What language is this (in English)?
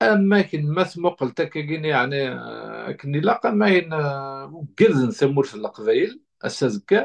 Kabyle